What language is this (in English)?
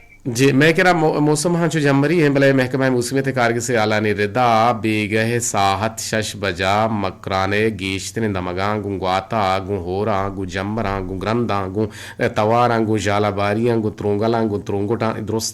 Eastern Balochi